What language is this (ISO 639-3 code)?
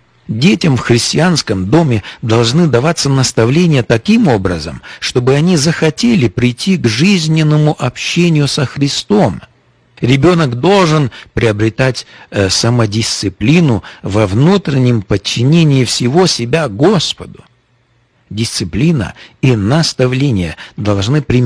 rus